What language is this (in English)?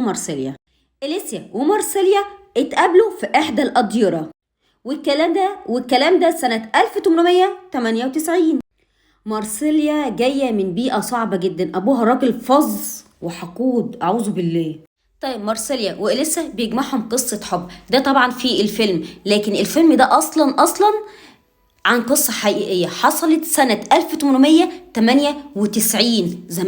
Egyptian Arabic